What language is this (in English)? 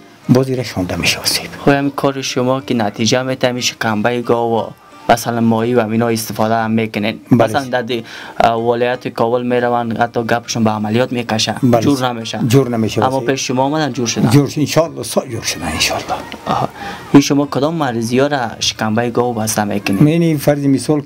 Persian